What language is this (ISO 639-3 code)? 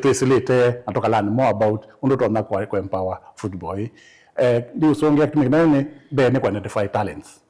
kam